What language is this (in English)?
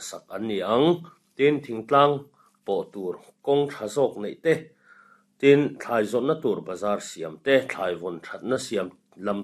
Mizo